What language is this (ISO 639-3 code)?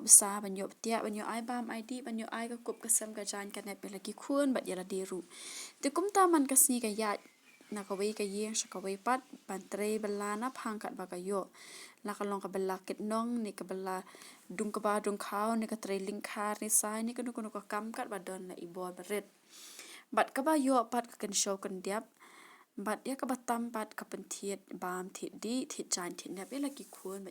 kha